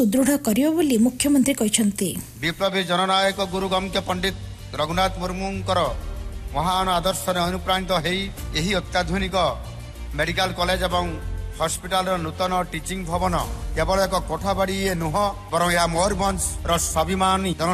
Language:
Odia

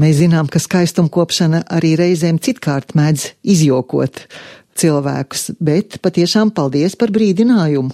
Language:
Latvian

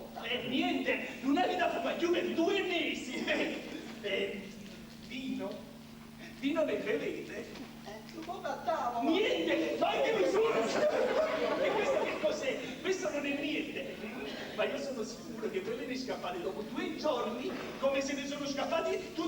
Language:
Neapolitan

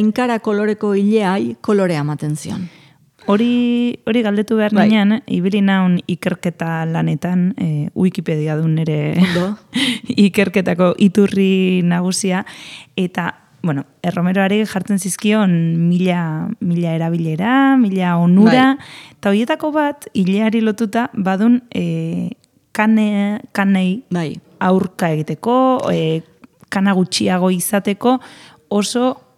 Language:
Basque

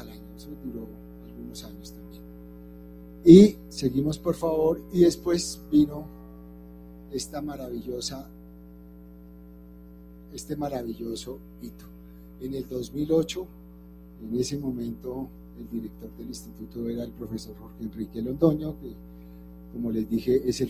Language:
Spanish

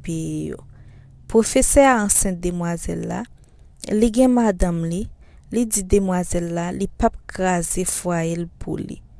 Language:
Haitian Creole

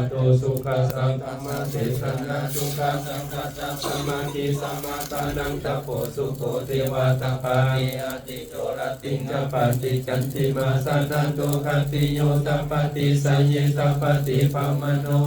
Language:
Pali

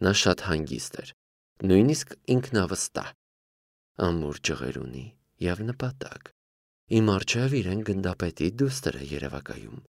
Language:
Armenian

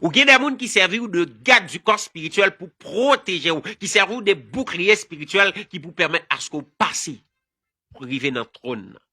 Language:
Haitian Creole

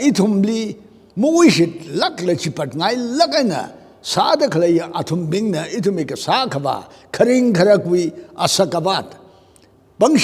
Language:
Tangkhul Naga (India)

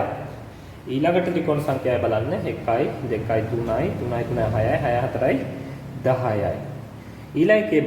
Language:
Sinhala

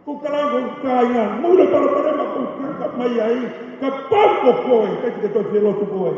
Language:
Tongan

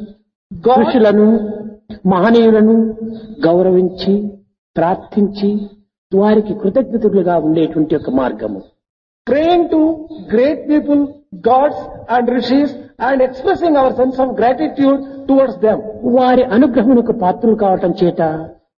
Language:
Telugu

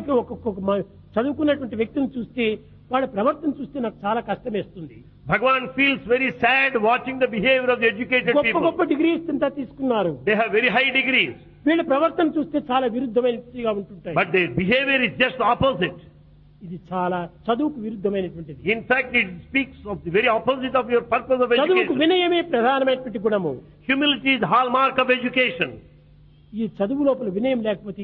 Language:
Telugu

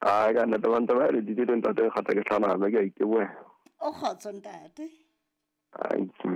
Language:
Southern Sotho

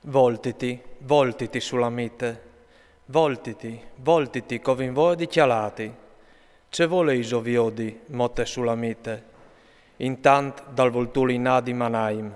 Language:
Friulian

